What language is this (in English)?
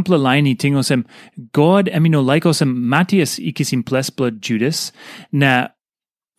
Tok Pisin